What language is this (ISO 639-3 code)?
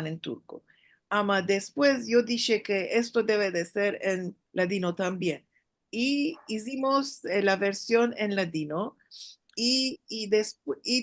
lad